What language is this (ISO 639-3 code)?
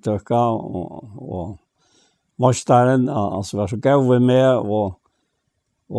fao